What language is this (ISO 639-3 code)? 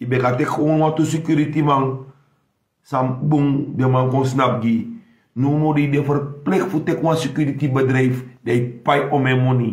srn